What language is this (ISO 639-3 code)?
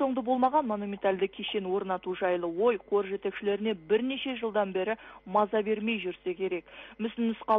kaz